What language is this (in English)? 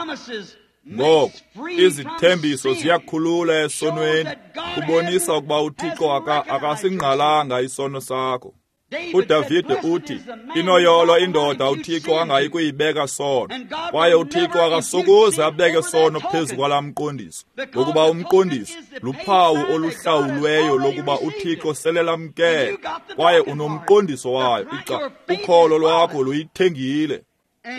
Xhosa